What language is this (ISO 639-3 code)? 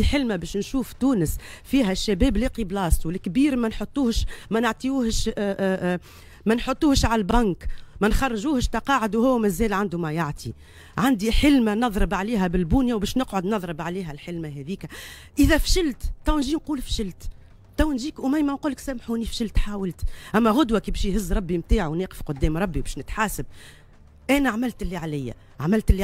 aeb